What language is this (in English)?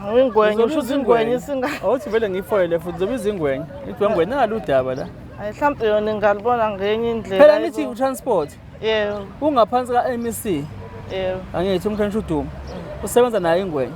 Zulu